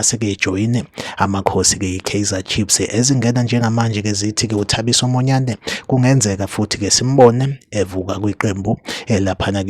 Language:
Zulu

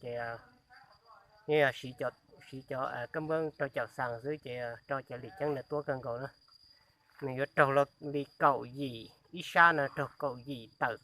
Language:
Hmong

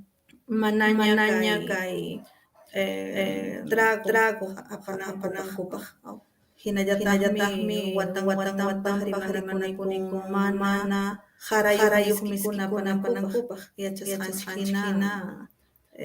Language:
Ayacucho Quechua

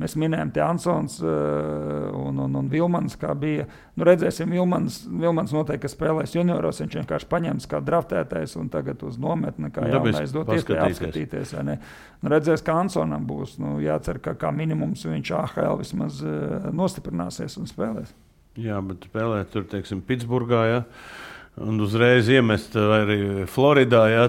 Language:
Latvian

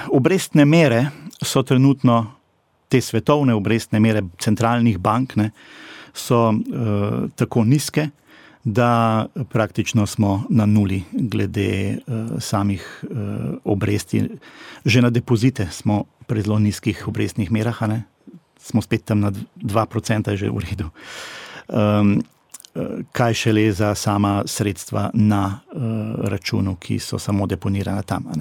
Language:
Slovenian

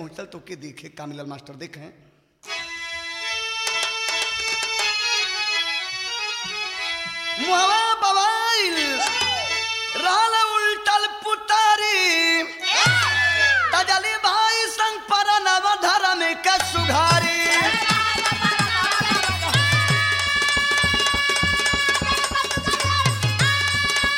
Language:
Bhojpuri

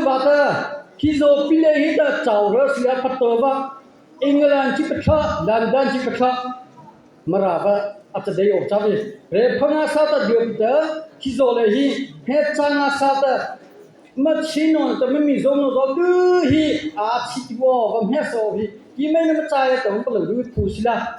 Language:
Mara Chin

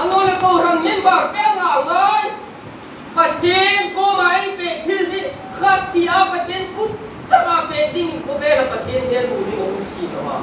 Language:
Hmar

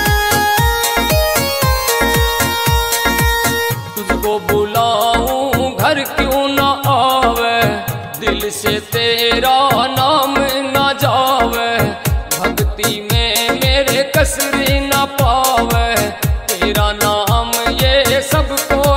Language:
Haryanvi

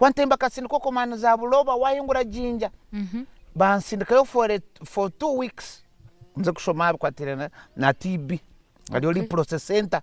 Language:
Nyankole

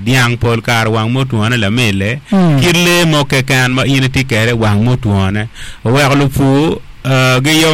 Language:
Acoli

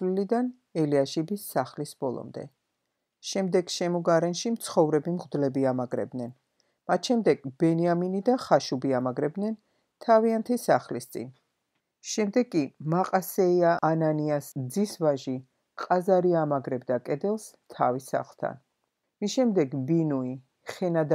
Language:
Georgian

